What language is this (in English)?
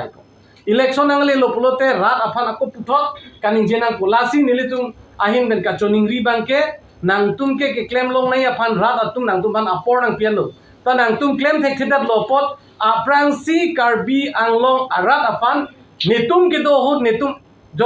Karbi